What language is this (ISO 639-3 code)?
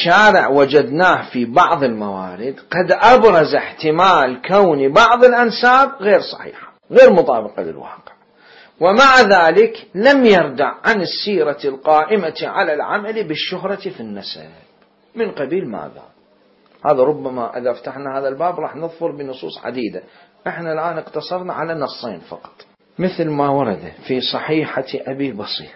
acm